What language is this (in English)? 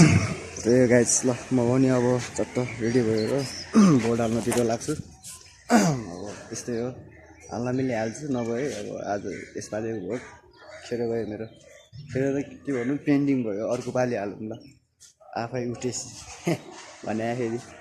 Nepali